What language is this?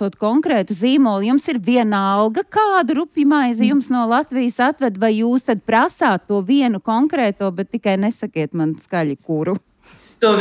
Latvian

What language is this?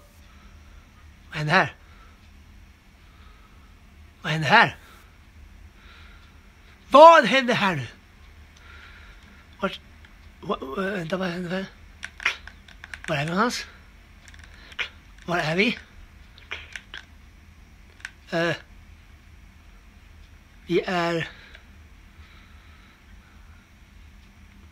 Swedish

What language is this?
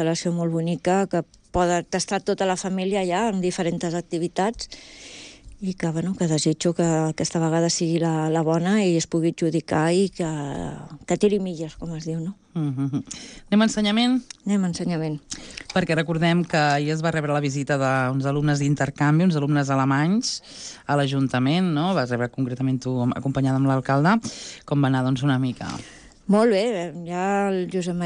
Catalan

